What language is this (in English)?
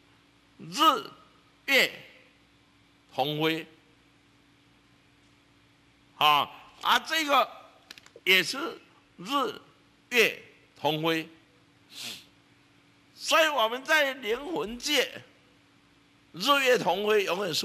Chinese